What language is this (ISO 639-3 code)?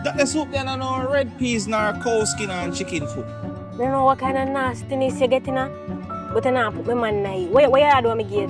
jam